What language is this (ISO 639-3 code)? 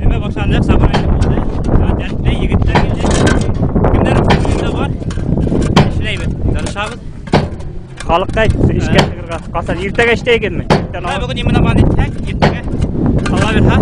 bak